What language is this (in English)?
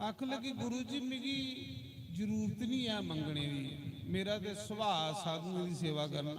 Dogri